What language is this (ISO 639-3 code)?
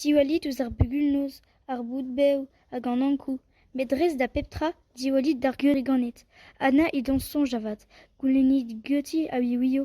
bre